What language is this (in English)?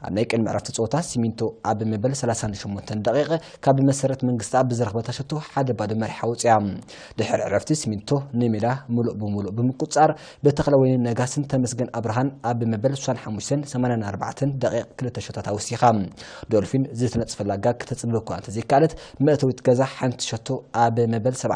Tigrinya